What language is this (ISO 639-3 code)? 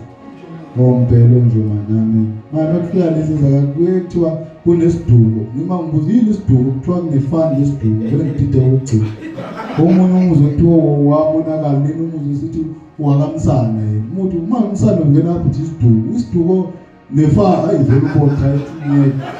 zul